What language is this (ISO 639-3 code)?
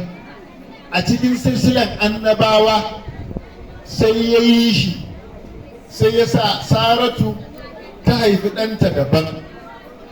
hau